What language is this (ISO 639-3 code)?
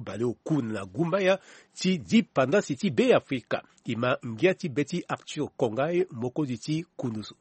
sag